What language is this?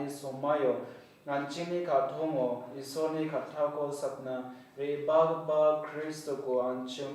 Garo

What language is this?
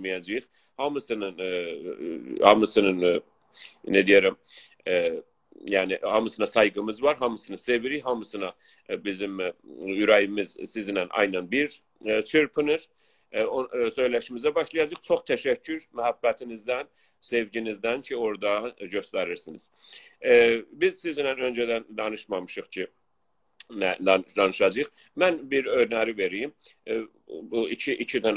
South Azerbaijani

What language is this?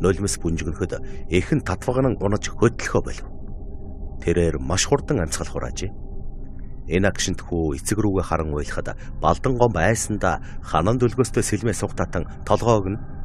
Mongolian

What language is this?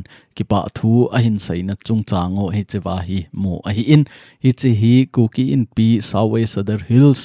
Thado Chin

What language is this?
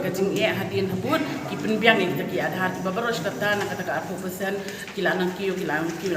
Khasi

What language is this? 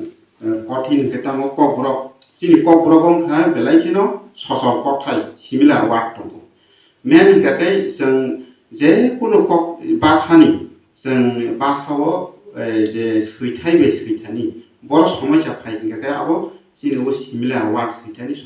Kok Borok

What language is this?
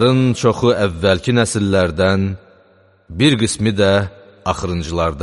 Azerbaijani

